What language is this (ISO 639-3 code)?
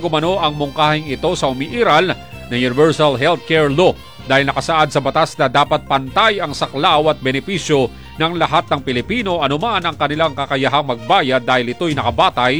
fil